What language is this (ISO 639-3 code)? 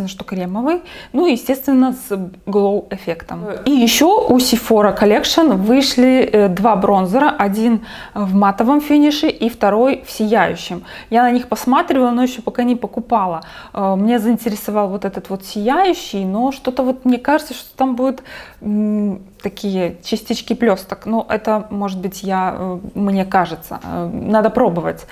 rus